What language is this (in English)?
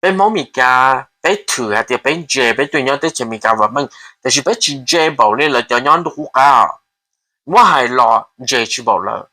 Hmong